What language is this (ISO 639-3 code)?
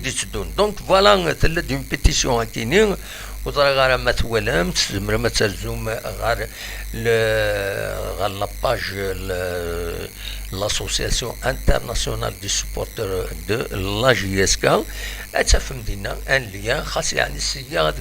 kab